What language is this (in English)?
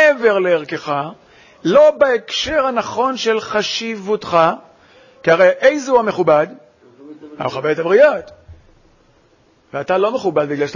Hebrew